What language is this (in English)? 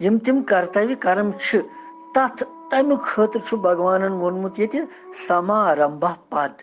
Kashmiri